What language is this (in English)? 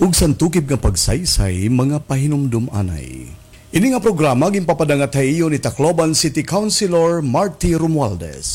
Waray